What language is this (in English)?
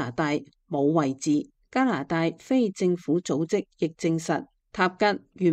Cantonese